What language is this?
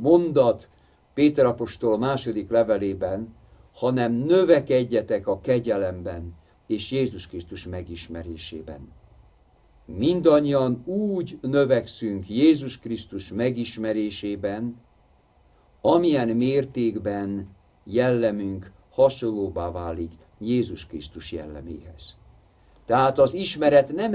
Hungarian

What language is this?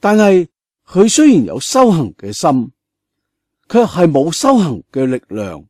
Cantonese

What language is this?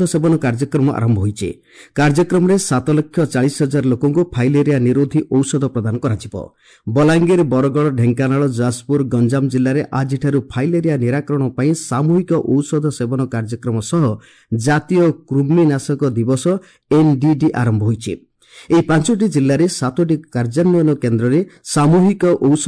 Odia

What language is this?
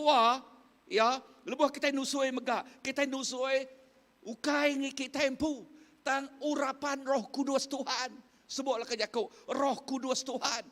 Iban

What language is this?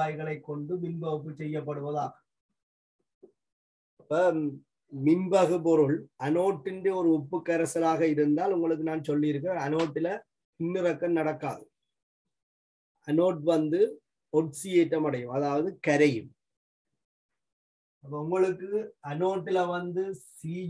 Tamil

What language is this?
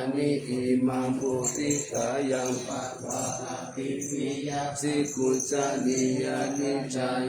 Pali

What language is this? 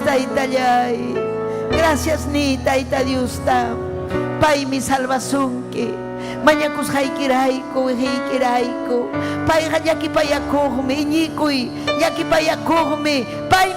Ayacucho Quechua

